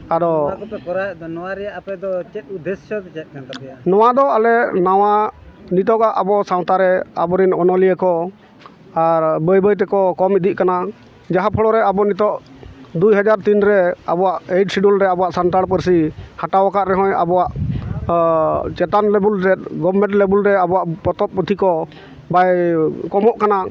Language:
Santali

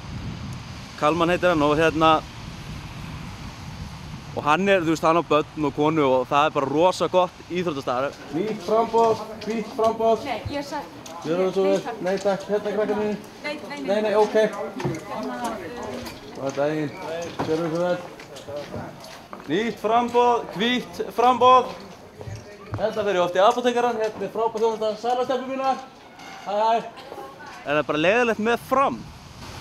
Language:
Icelandic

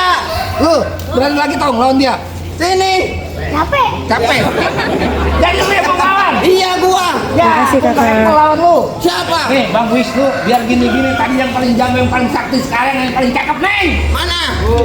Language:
Betawi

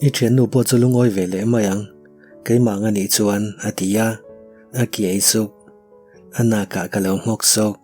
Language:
Mizo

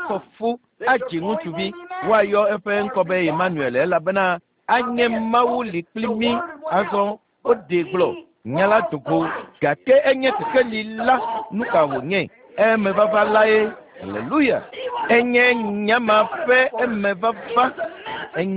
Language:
Ewe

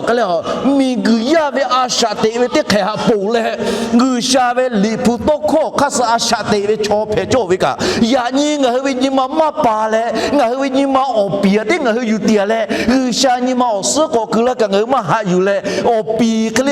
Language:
Lahu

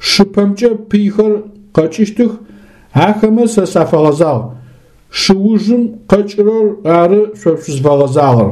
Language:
Adyghe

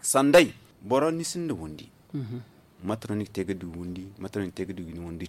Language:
Zarma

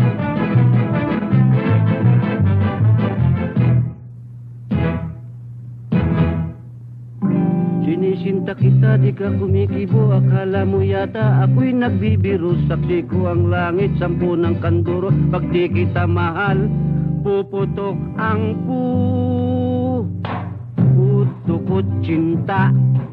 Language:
Filipino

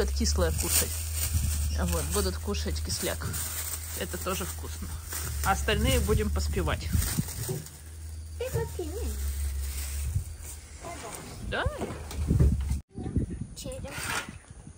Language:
Russian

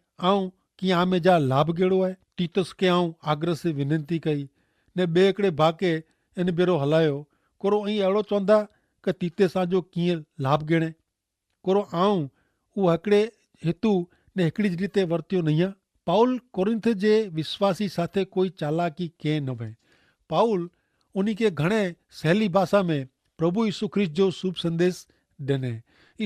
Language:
Kachhi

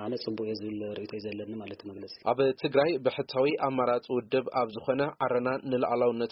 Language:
Tigrinya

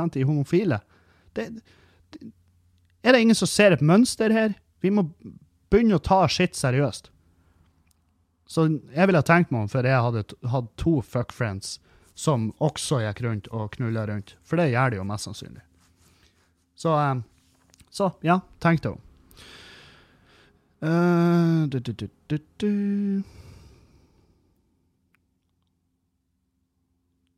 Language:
Norwegian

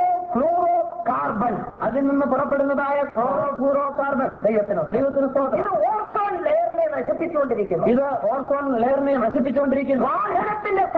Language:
Malayalam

